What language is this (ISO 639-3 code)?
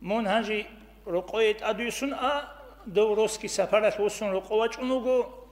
ava